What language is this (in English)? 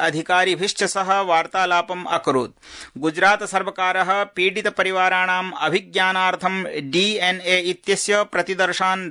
Sanskrit